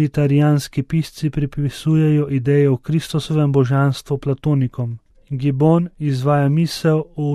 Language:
Slovenian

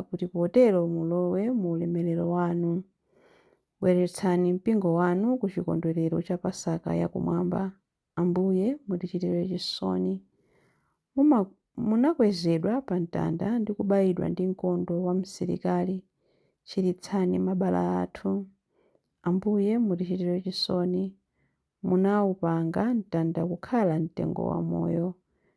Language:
Nyanja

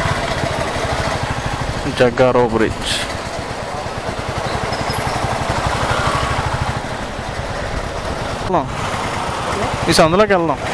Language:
Telugu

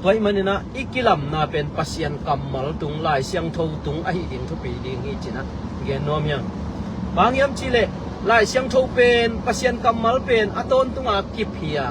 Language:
Tedim Chin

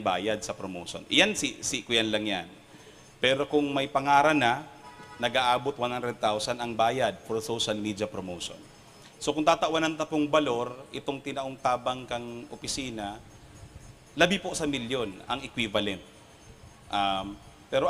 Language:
Bikol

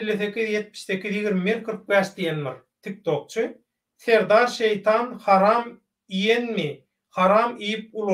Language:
Turkmen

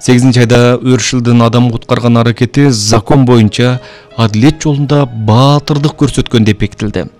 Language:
Kyrgyz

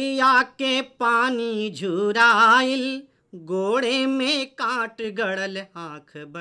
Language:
Bhojpuri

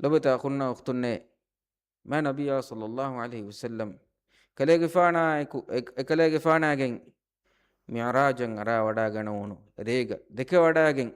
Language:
Divehi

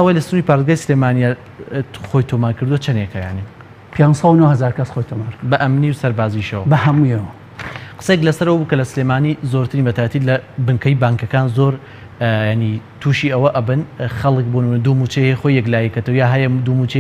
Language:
Central Kurdish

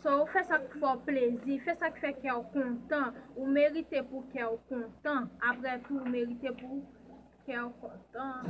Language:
Haitian Creole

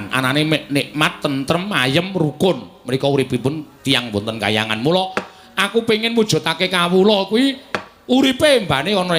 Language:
Javanese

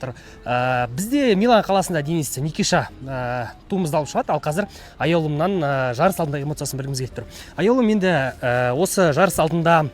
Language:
Kazakh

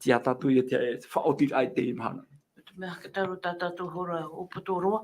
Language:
Tahitian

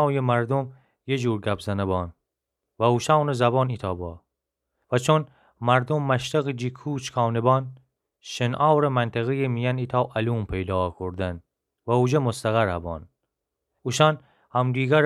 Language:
Gilaki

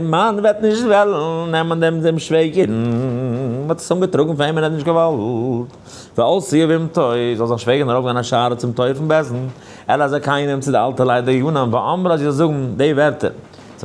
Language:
Yiddish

